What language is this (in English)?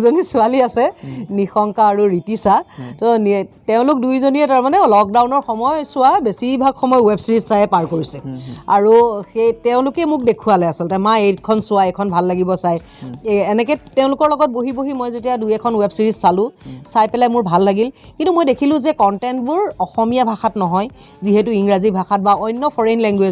Assamese